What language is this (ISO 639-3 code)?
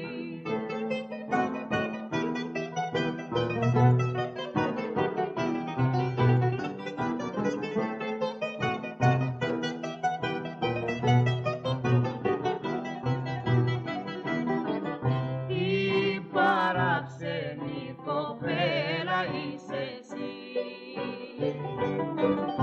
ell